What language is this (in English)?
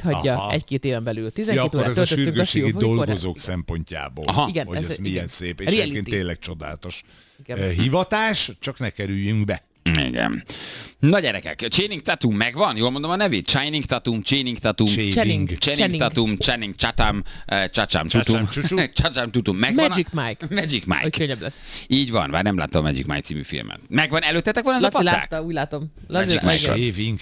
Hungarian